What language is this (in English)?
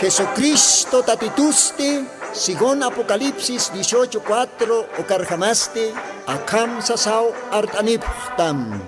Aymara